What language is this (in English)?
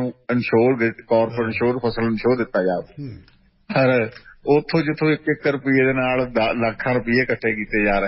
Punjabi